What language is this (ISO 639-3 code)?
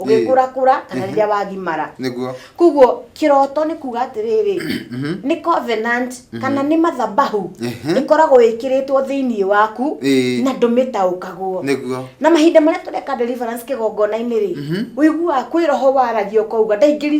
kik